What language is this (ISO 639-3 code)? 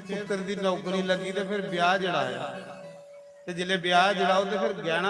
doi